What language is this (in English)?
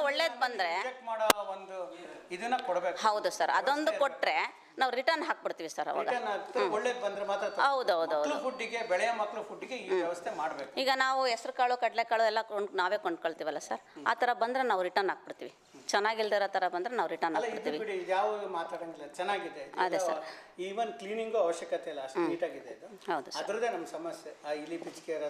Kannada